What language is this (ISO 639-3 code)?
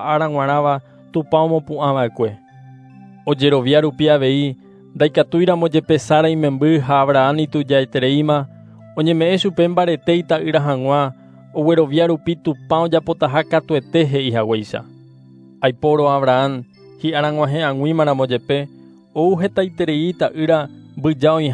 grn